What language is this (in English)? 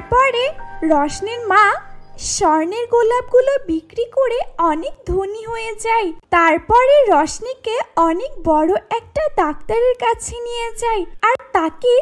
Bangla